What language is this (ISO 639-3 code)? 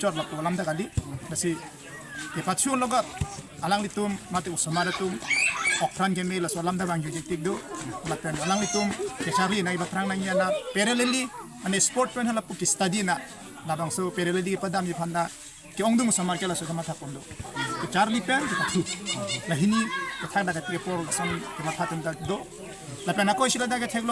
mjw